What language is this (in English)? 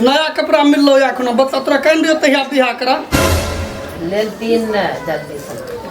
Maithili